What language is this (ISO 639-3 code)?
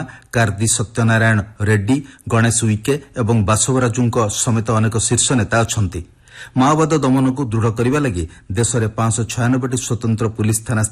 ori